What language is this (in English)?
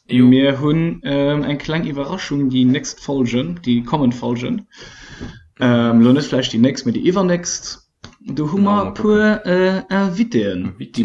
Luxembourgish